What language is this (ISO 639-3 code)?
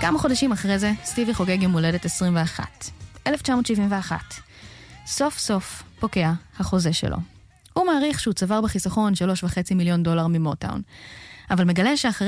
heb